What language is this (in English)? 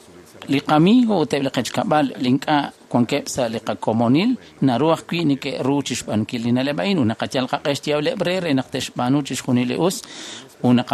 Kekchí